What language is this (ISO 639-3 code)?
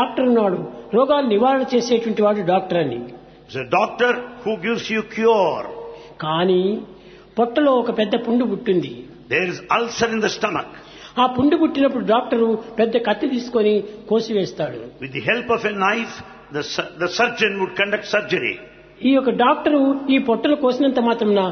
tel